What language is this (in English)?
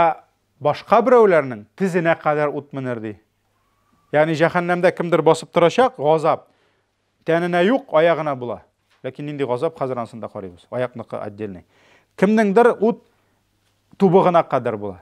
Tatar